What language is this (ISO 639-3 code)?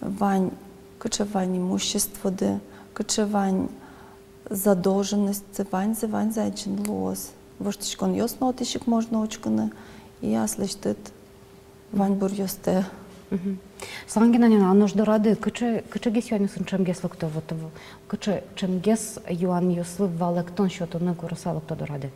udm